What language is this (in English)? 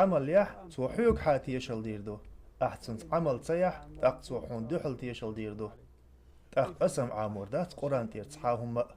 Chechen